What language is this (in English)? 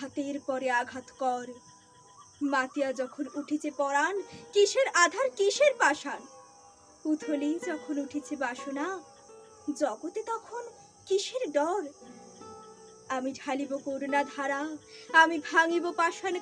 Bangla